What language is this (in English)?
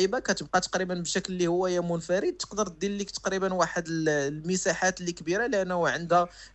Moroccan Arabic